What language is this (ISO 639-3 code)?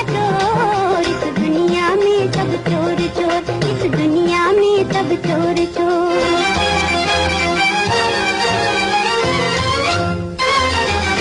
hin